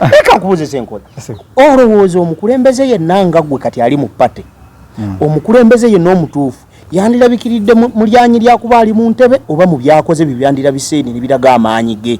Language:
Ganda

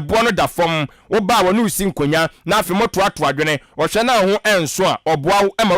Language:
Akan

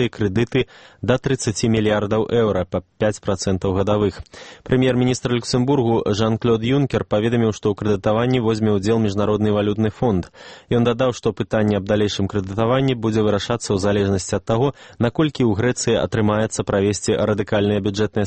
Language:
Belarusian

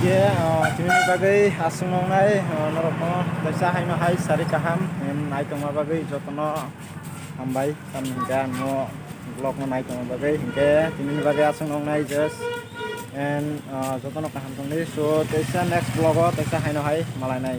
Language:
Kok Borok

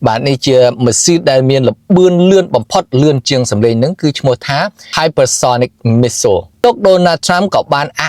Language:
Khmer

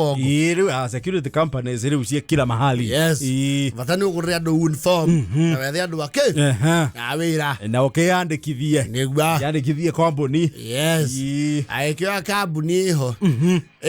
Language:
Kikuyu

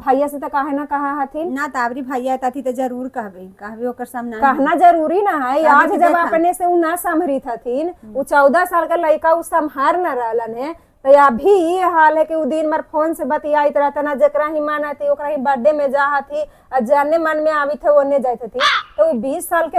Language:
Magahi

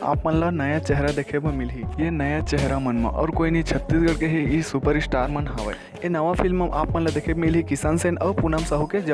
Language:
Chhattisgarhi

